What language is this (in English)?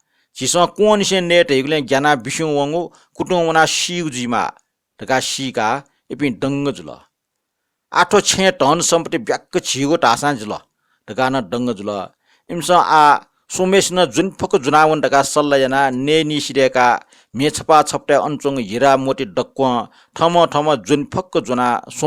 Newari